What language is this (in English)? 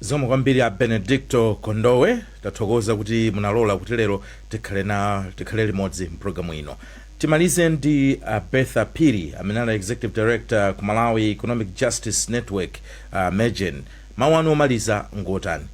Nyanja